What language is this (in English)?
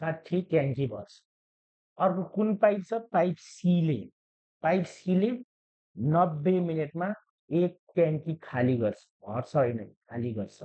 Nepali